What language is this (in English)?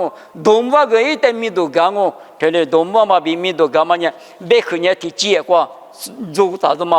Lisu